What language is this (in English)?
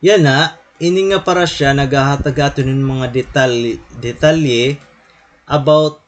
Waray